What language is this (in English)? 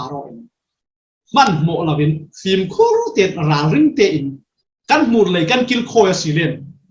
Falam Chin